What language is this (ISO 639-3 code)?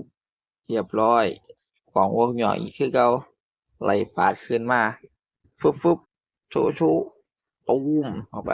tts